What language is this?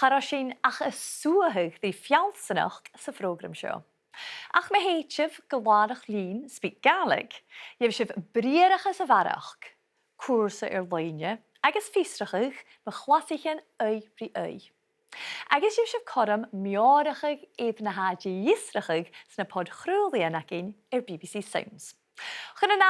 Scottish Gaelic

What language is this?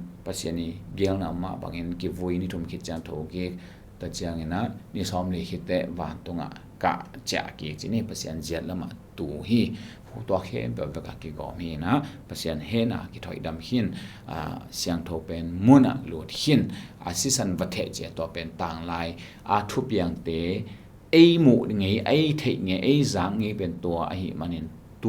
Tedim Chin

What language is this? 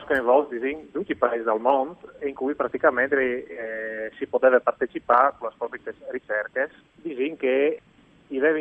Friulian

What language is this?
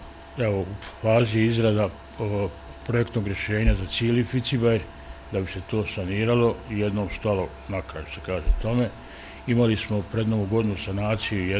Bosnian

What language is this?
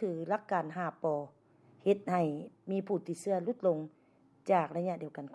Lao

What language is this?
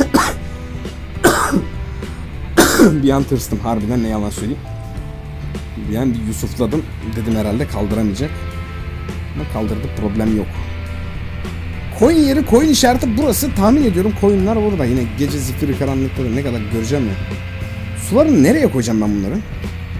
Turkish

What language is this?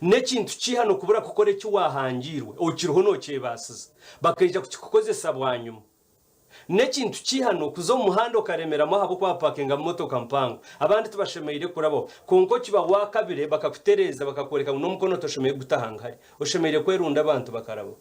Nyankole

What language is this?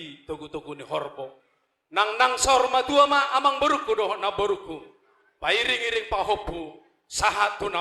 Batak Toba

